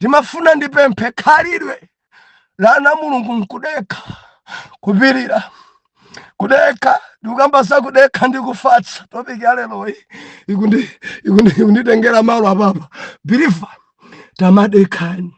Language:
Nyanja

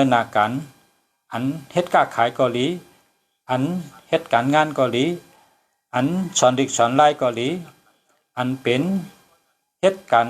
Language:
Shan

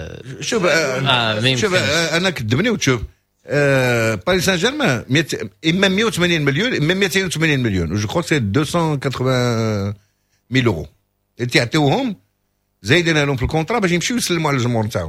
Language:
Moroccan Arabic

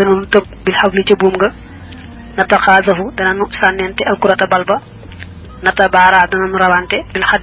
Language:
Wolof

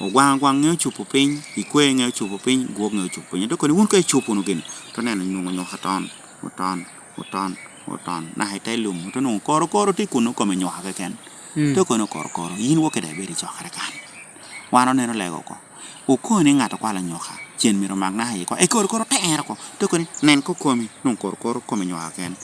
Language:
Lango (Uganda)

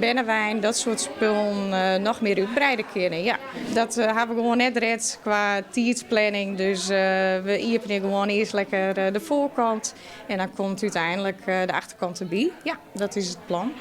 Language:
Western Frisian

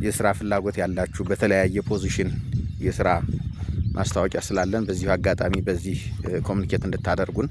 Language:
Amharic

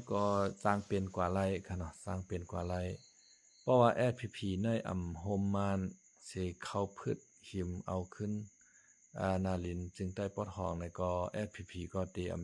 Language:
Shan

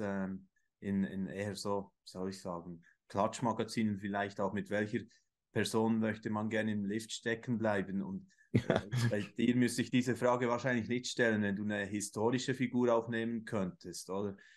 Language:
Swiss German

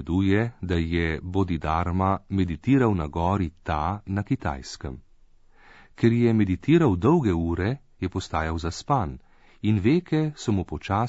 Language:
Slovenian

